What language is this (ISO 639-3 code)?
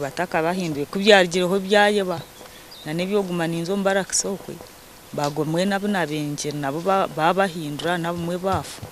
nyn